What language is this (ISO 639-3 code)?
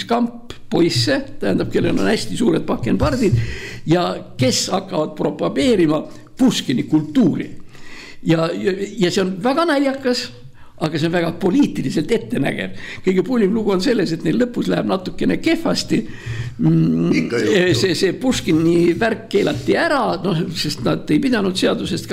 est